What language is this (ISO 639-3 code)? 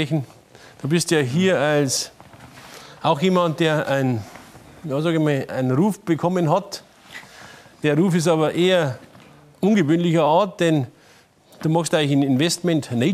deu